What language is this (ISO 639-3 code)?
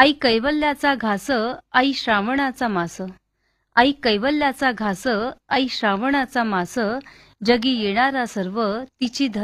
mar